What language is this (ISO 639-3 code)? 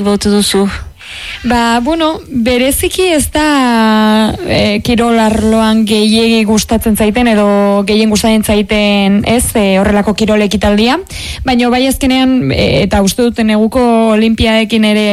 eus